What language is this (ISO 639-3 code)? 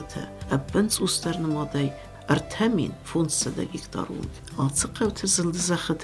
oss